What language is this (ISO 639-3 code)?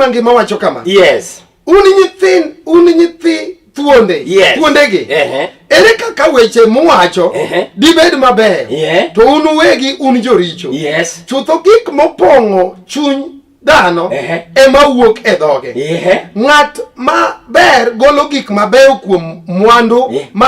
luo